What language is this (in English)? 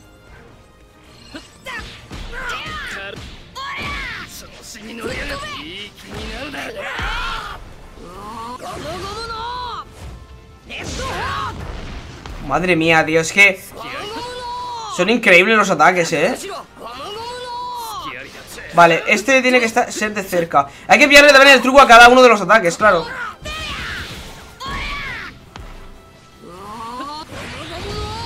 Spanish